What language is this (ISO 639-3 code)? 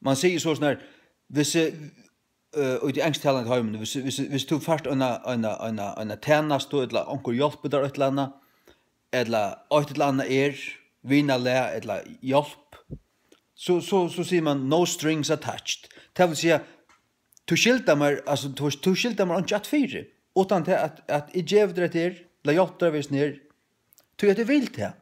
fao